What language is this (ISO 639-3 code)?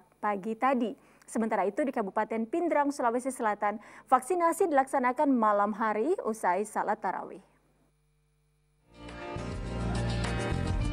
ind